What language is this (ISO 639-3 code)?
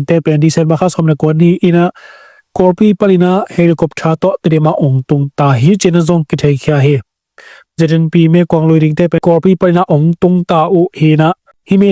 ctd